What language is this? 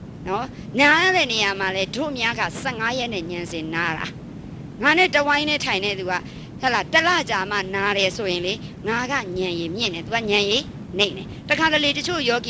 Burmese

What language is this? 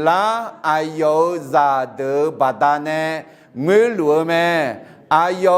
Akha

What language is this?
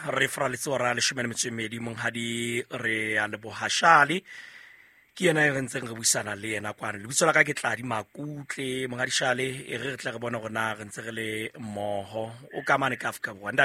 Southern Sotho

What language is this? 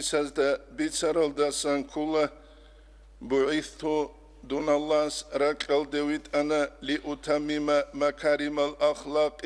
Avaric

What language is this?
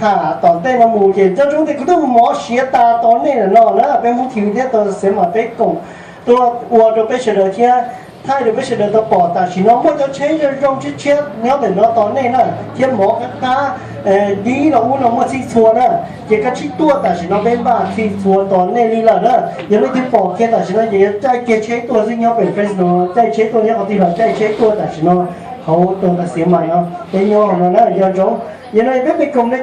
Hmong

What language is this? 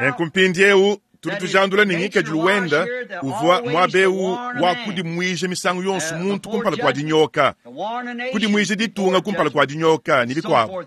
Luba-Lulua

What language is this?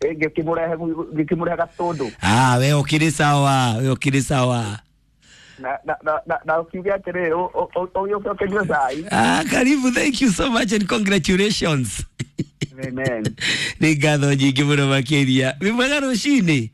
Kikuyu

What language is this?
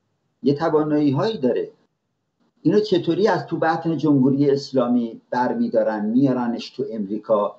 Persian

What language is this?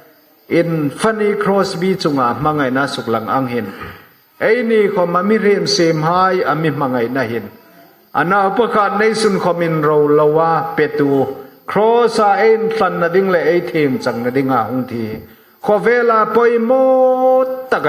Hmar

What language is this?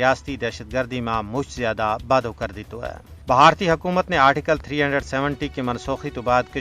Gujari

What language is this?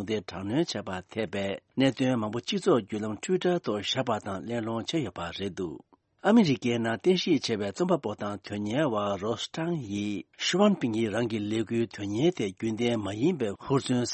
Tibetan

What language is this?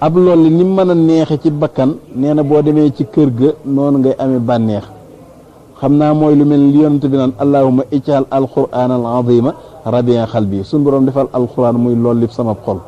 Wolof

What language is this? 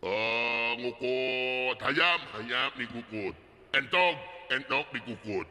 Sundanese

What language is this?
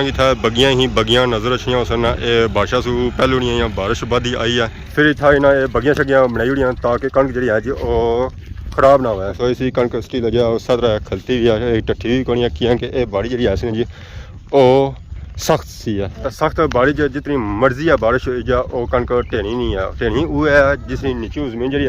Pahari-Potwari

